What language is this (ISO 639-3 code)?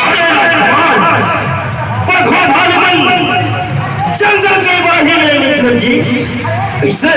hne